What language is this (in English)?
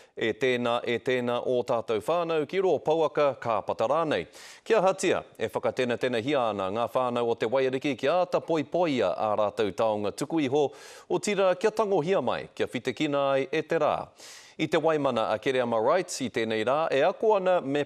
Māori